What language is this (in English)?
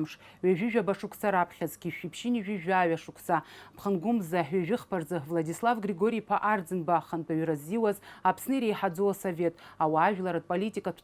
Abkhazian